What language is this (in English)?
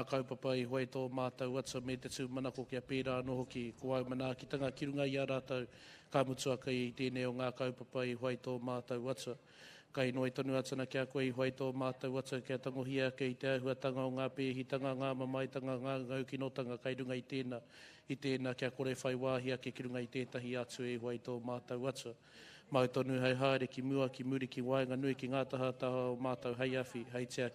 Māori